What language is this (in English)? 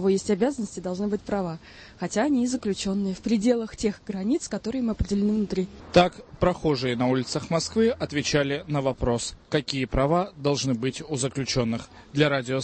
Russian